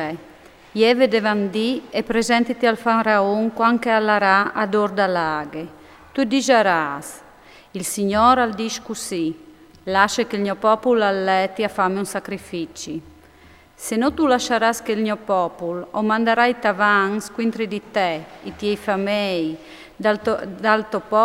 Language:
Friulian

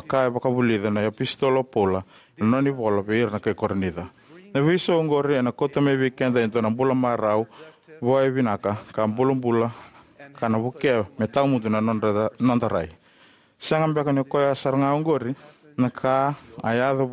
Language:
Fijian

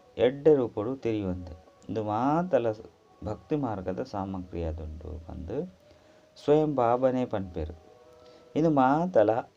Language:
Tulu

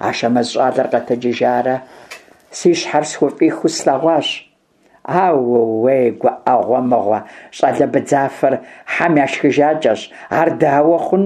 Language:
Kabardian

